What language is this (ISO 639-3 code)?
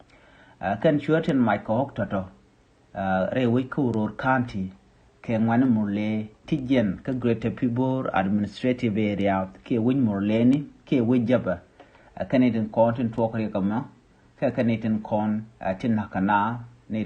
nus